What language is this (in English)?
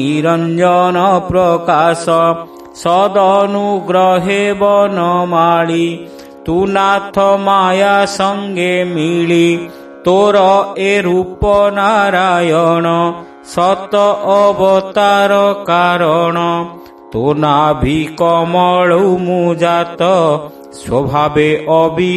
Odia